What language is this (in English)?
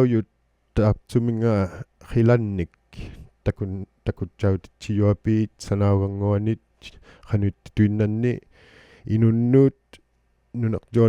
Inuktitut